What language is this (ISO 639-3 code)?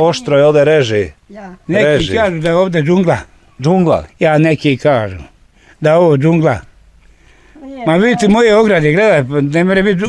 bos